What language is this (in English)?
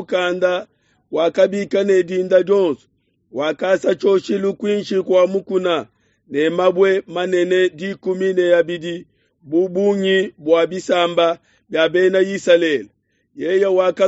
Luba-Lulua